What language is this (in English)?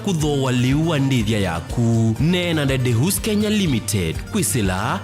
Kamba